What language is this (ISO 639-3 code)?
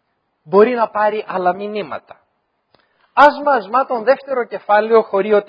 ell